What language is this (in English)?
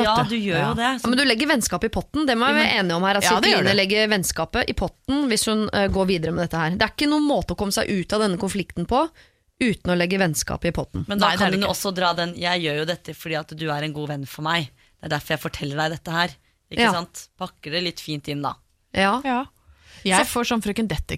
Norwegian